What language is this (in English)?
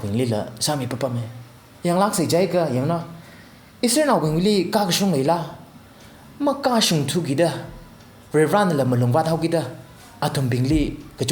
Tangkhul Naga (India)